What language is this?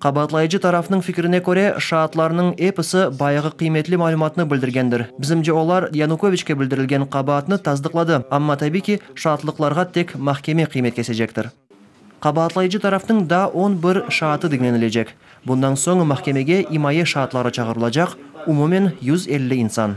Crimean Tatar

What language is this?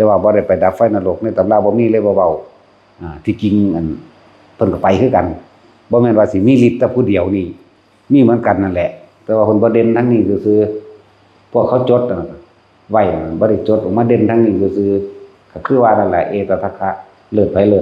Northeastern Thai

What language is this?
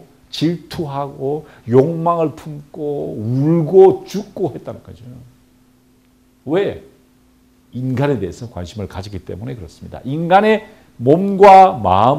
Korean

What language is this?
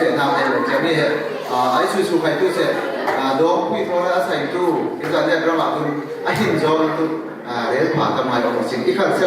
Falam Chin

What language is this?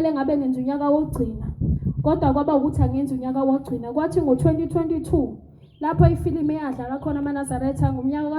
Zulu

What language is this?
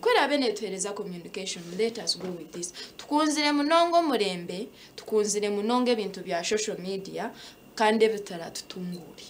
Nyankole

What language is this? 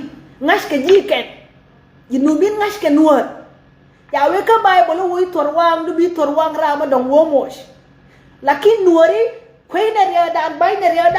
Nuer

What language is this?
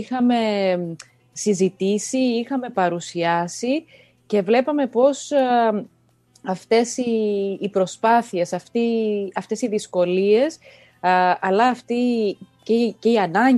Greek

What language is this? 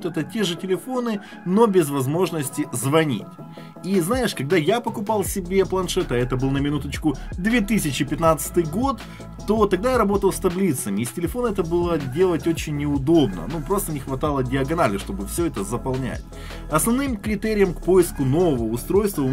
Russian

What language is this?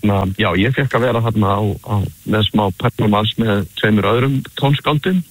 Icelandic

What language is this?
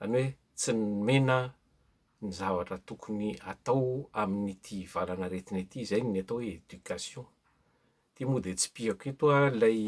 Malagasy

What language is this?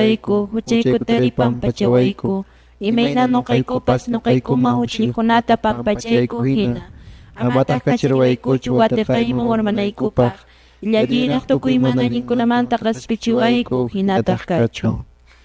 Quechua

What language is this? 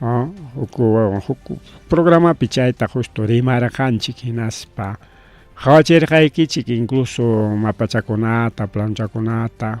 Ayacucho Quechua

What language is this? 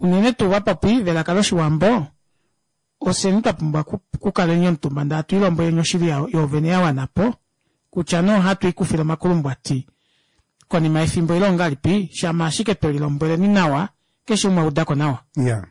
Kuanyama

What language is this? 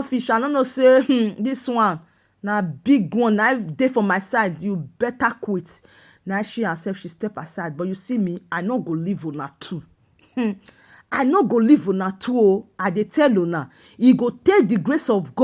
Nigerian Pidgin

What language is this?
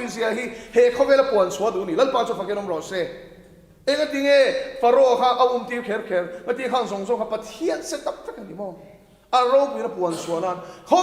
Mizo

